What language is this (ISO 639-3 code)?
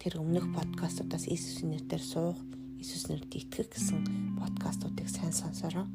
mon